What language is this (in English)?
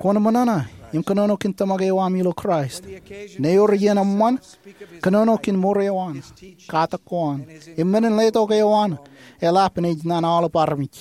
Marshallese